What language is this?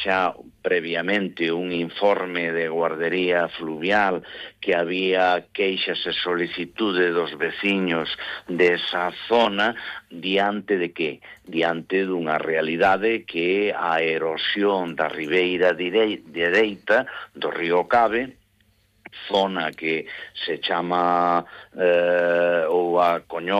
Galician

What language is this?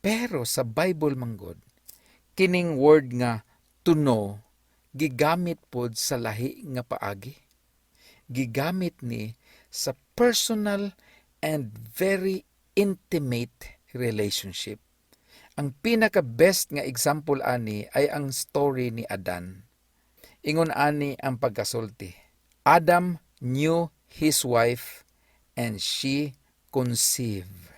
Cebuano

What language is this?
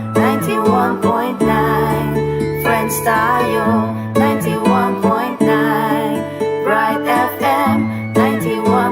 Pampanga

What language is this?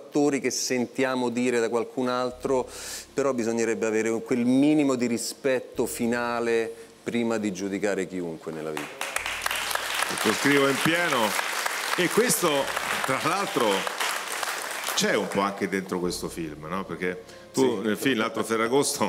Italian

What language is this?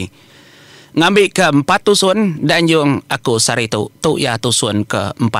Iban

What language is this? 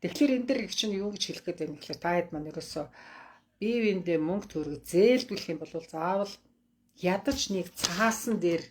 Mongolian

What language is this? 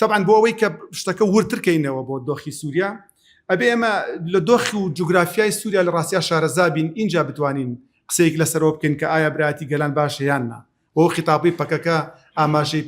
Central Kurdish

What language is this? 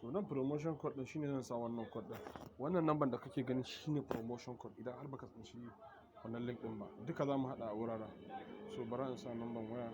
Hausa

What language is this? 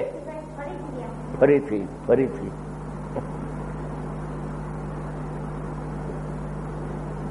Gujarati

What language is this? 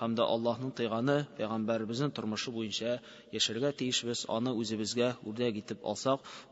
Tatar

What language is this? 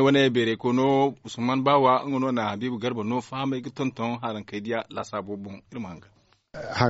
Zarma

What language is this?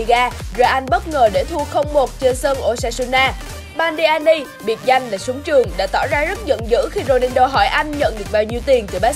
Vietnamese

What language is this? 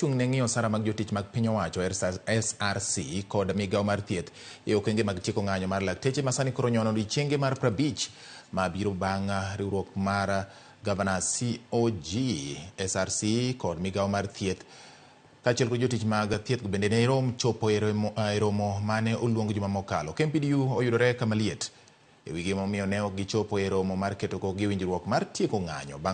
Luo (Kenya and Tanzania)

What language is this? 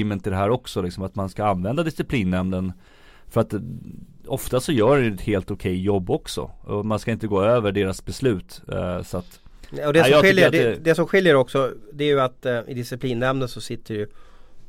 Swedish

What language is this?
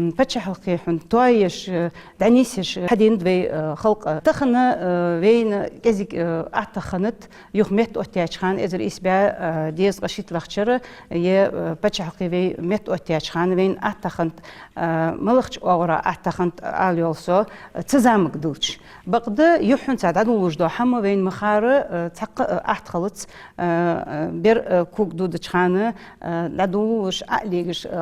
Ingush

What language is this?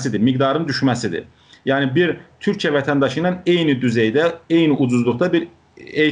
South Azerbaijani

